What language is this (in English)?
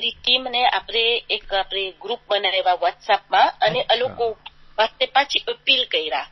Gujarati